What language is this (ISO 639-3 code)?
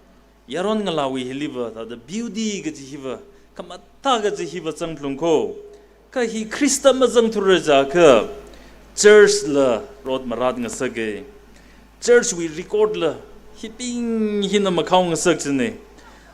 nmf